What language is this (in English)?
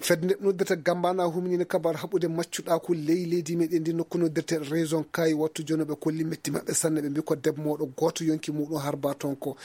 Maasina Fulfulde